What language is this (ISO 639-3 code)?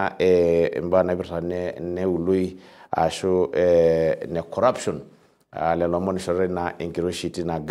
mas